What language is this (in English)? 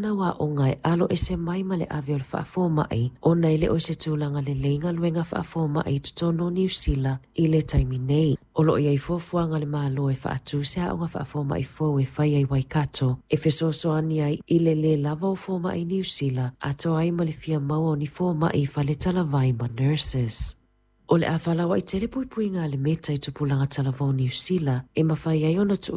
Samoan